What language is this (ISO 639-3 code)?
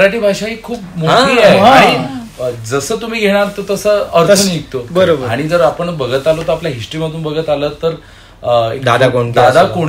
mar